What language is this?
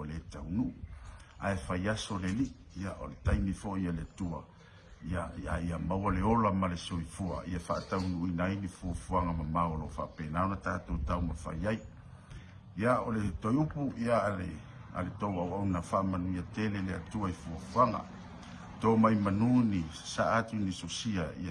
Samoan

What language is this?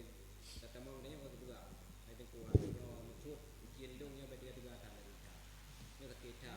Achinese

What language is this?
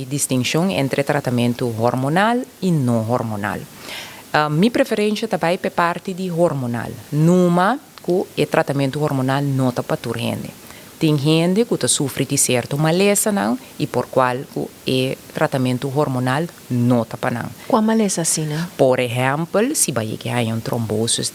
Papiamento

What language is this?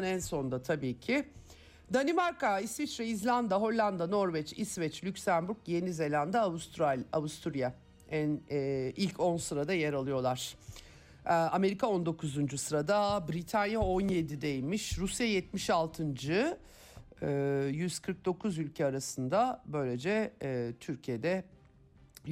Turkish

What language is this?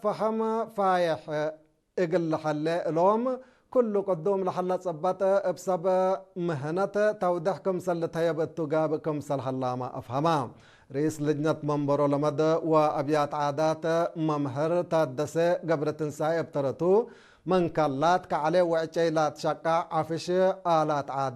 Tigre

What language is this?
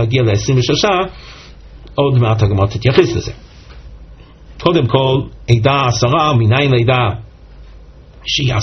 Hebrew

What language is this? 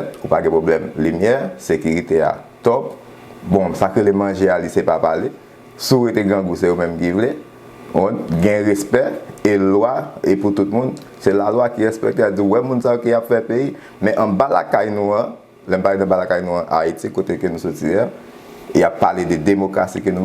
Haitian Creole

